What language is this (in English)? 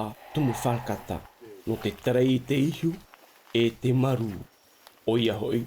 Tahitian